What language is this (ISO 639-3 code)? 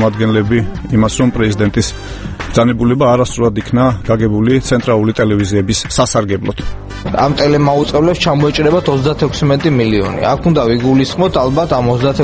kat